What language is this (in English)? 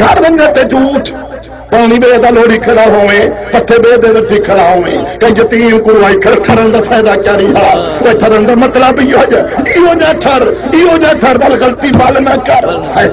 Saraiki